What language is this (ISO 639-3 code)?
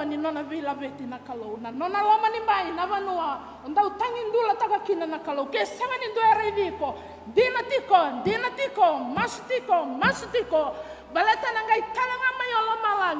fij